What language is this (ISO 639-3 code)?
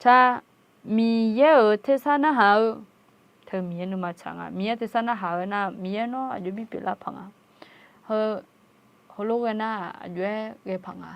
ahk